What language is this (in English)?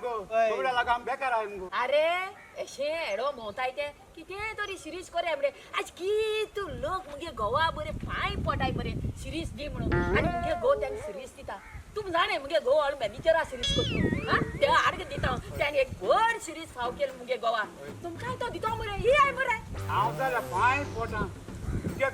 Konkani